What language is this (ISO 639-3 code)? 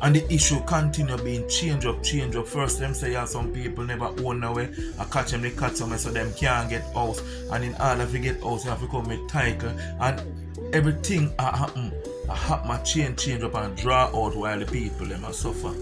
jam